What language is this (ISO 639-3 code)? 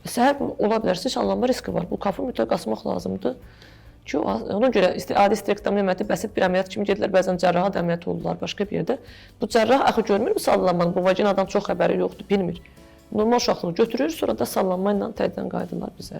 aze